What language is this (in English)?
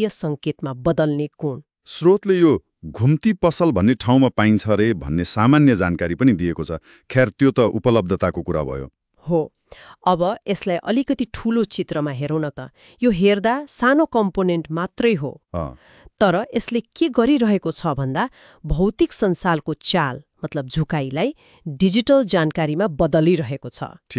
Nepali